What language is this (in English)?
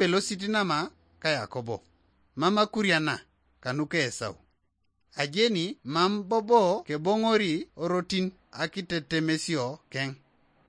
Teso